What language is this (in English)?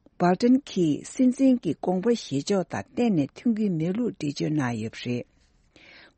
Tibetan